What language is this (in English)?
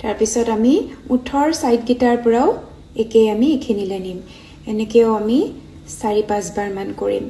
Assamese